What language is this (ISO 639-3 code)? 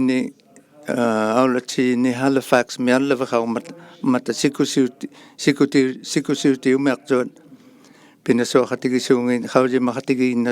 iku